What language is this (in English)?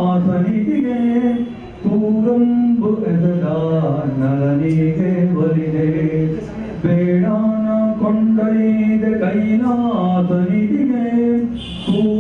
Kannada